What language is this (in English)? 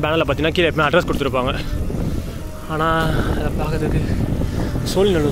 Tamil